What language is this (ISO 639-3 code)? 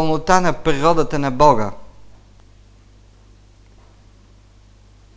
bul